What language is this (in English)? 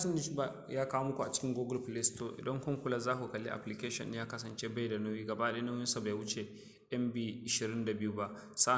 Hausa